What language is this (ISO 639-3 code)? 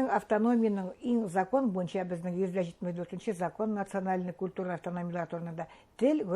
bak